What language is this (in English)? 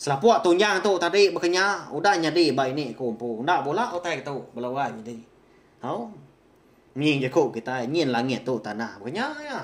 Iban